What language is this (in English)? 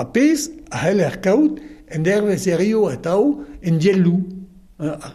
Breton